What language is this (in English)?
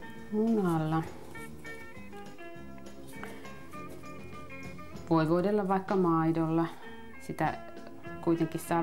Finnish